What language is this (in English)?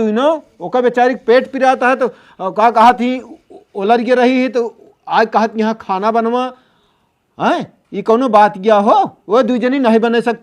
Awadhi